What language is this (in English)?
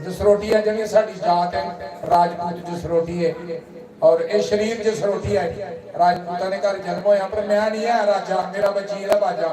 Dogri